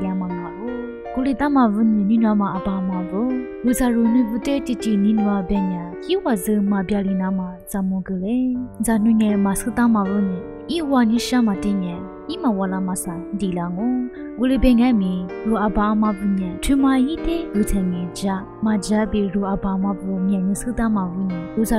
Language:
Lisu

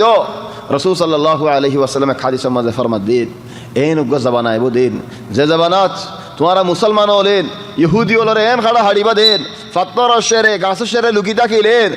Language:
Rohingya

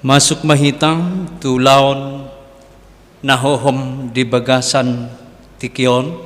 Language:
Batak Toba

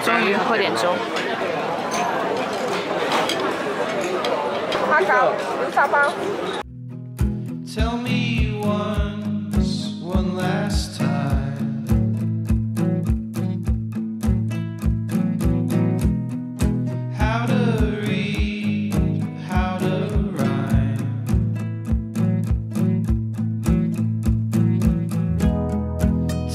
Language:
Chinese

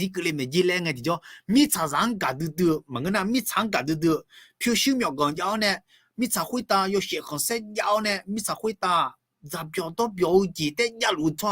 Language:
Akha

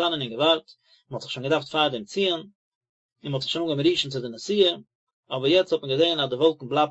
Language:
Yiddish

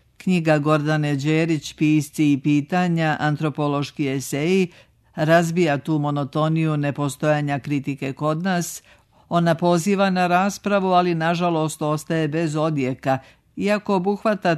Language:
Serbian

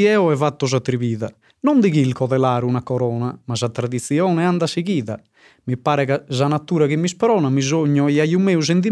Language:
Sardinian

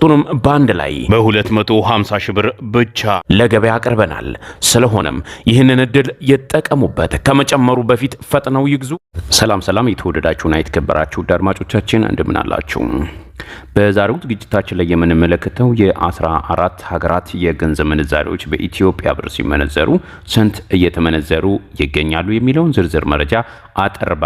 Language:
Amharic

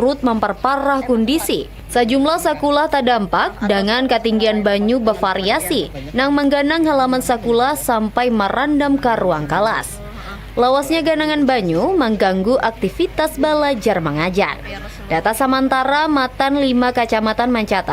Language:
Banjar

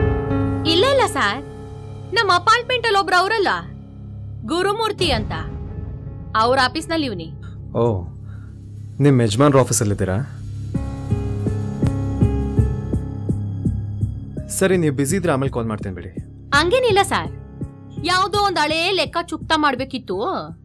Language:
Kannada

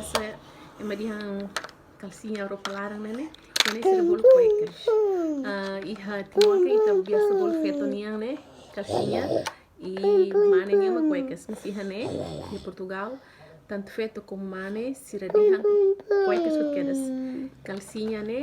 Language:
Tetum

